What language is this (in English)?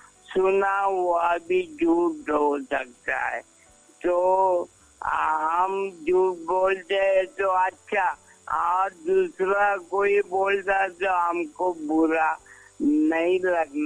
Hindi